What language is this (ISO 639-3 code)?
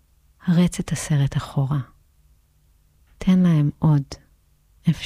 heb